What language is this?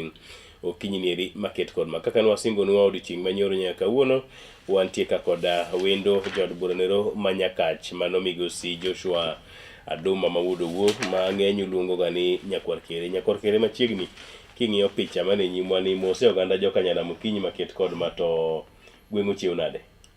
Luo (Kenya and Tanzania)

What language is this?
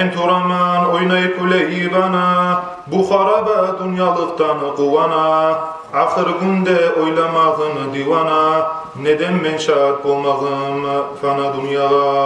Kumyk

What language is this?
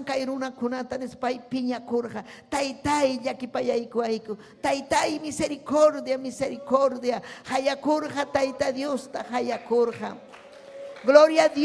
Ayacucho Quechua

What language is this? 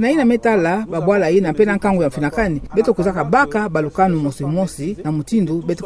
Kituba (Democratic Republic of Congo)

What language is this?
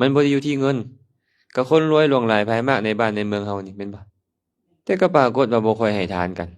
Lao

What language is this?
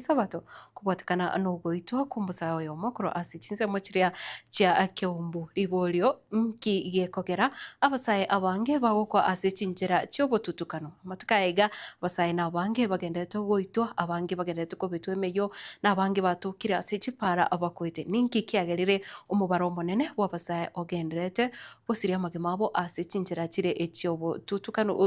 Gusii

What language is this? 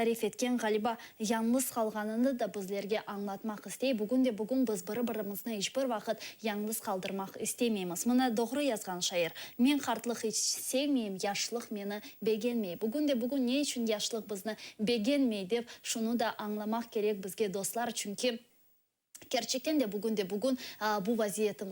Crimean Tatar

